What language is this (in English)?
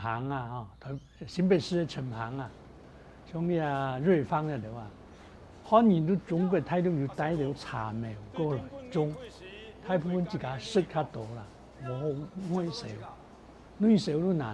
Hakka Chinese